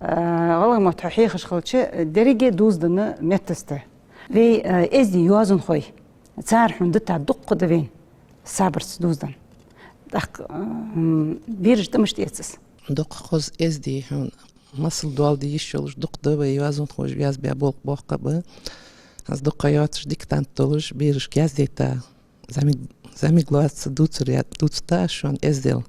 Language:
Ingush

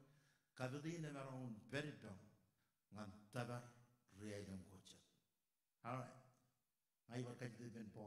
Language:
Marshallese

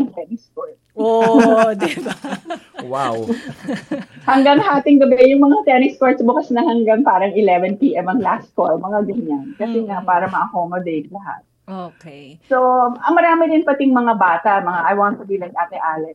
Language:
Filipino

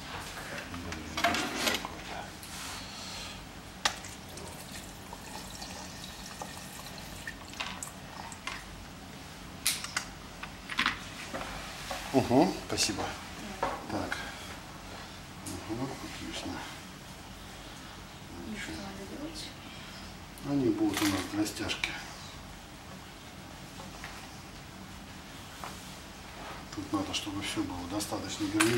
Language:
Russian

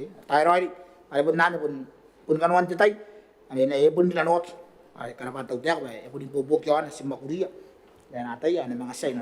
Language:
Gilbertese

